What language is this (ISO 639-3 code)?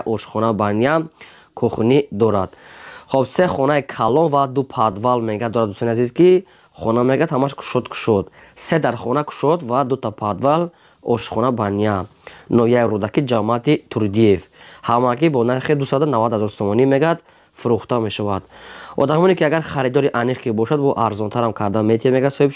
tgk